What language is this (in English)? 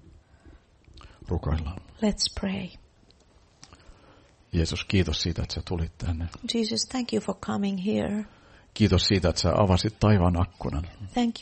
Finnish